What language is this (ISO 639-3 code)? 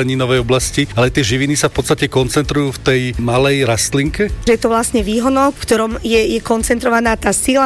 slk